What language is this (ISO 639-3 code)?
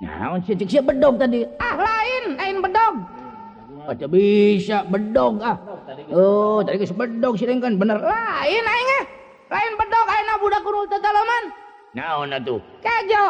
sun